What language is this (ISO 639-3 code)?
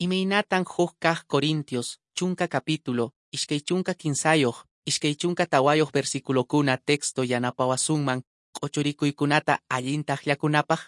que